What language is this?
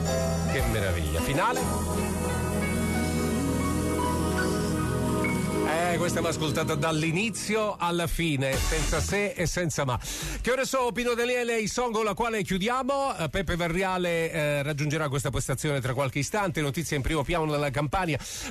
Italian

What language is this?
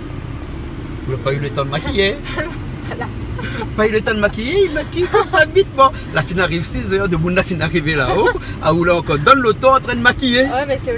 Réunion Creole French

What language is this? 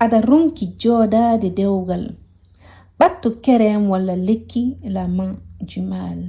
Fula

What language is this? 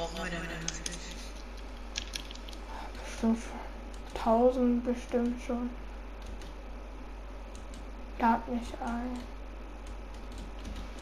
German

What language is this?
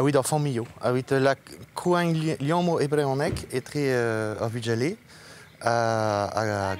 Breton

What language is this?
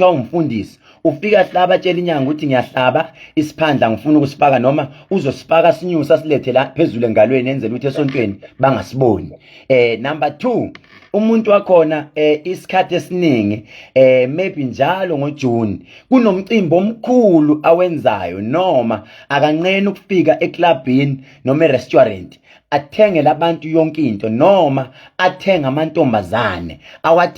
Zulu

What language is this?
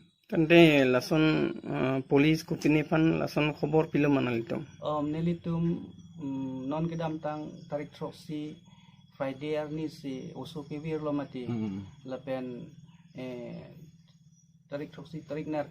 Karbi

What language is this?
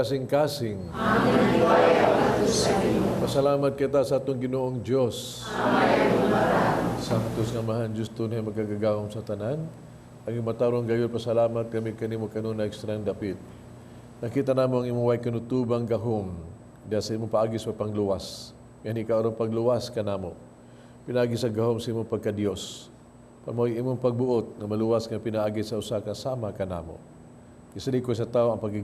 Cebuano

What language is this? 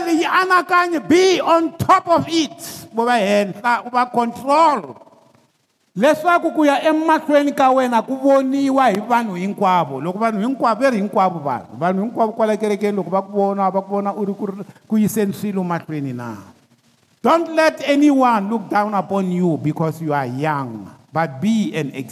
Tsonga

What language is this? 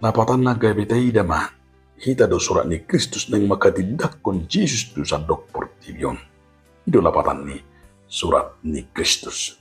Batak Toba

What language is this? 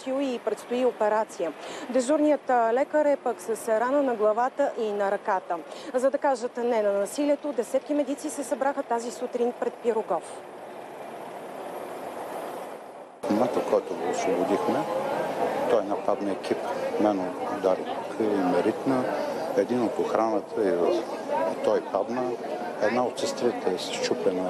Bulgarian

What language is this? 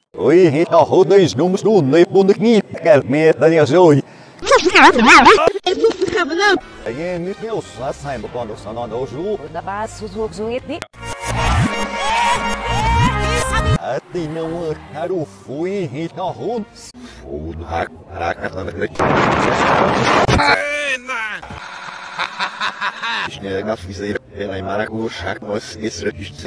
Portuguese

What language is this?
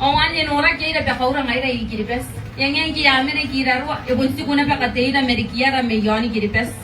Gilbertese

